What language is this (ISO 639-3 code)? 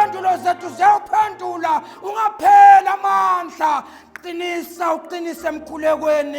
zul